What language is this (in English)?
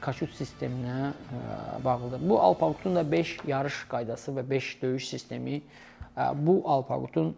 Azerbaijani